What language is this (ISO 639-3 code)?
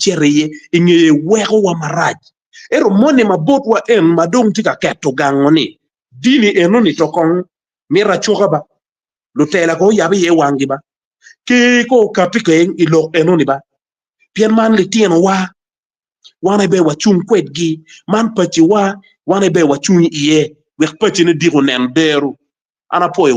ach